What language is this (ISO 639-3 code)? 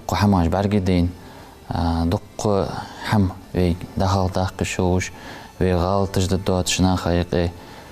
inh